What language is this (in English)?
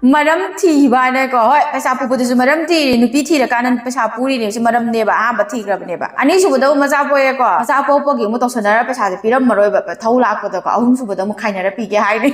Manipuri